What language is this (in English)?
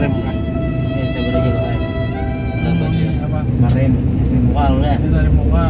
Banjar